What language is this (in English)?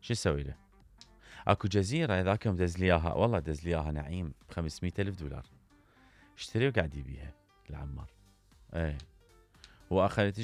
Mesopotamian Arabic